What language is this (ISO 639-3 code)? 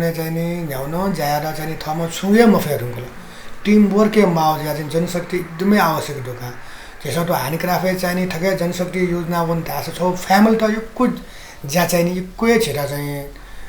new